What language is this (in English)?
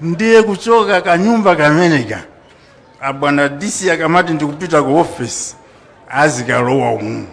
Nyanja